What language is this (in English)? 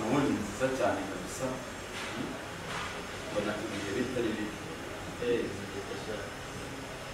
Kinyarwanda